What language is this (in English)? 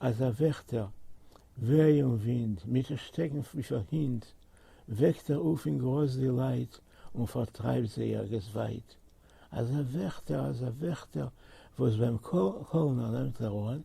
Yiddish